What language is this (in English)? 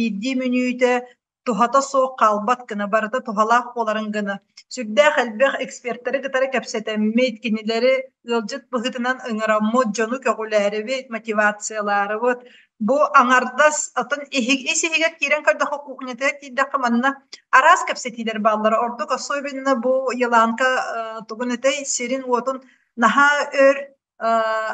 Yakut